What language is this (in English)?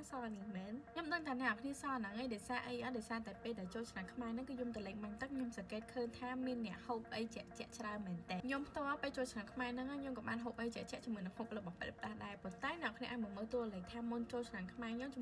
Khmer